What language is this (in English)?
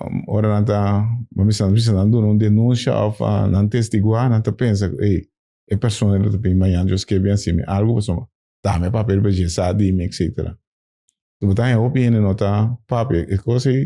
Papiamento